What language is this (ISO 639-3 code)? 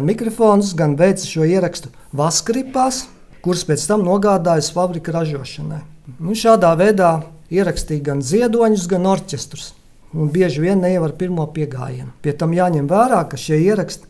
lav